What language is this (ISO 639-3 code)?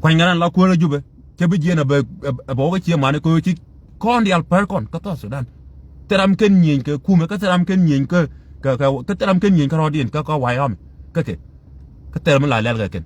nus